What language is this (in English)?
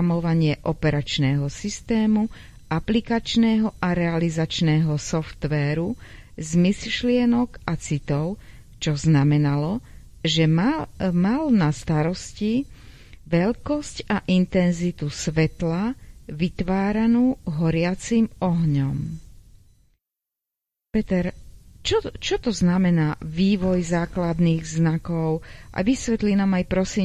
Slovak